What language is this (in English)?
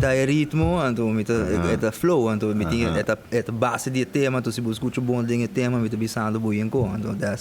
Papiamento